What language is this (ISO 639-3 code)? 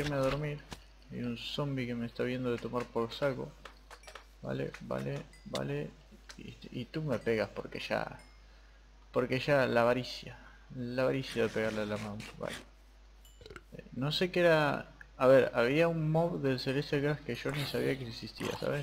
spa